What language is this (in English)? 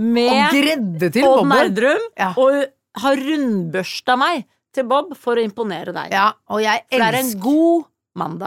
Norwegian